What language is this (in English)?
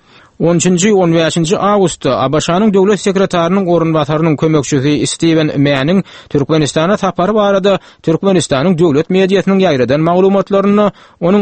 Turkmen